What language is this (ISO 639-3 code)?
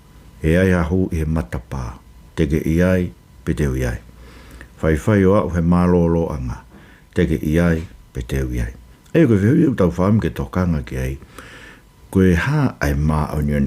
ton